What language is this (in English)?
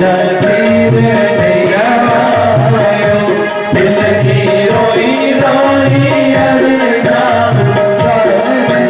Dogri